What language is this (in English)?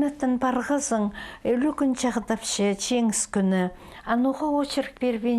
Khakas